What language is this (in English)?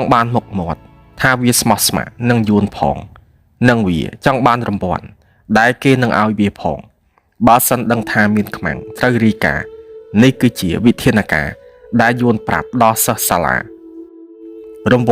Khmer